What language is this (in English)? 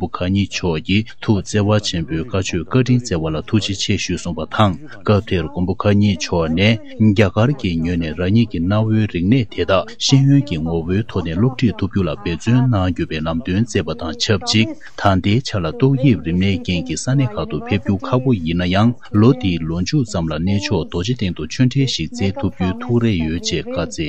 Tibetan